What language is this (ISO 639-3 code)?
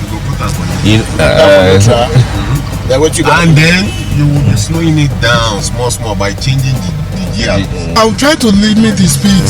pcm